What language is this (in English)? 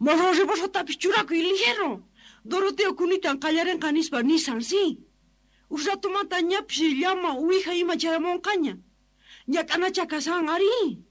Quechua